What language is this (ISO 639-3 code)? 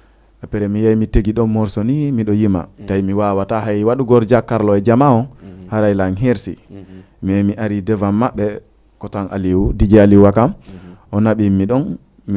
ful